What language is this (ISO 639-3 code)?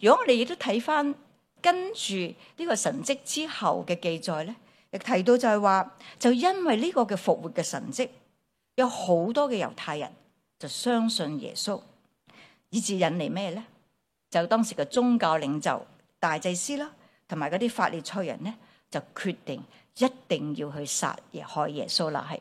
yue